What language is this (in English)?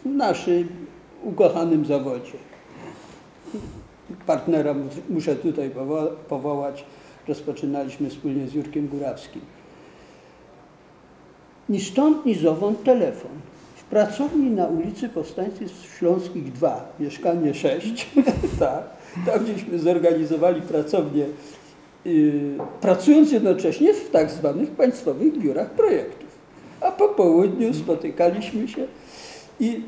Polish